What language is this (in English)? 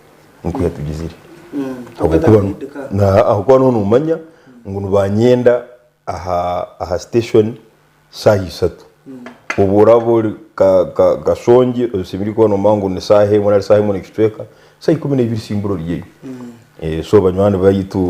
Nyankole